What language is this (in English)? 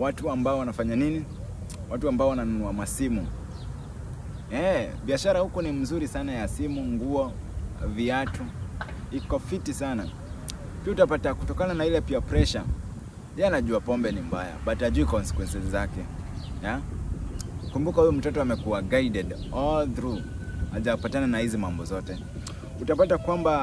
Swahili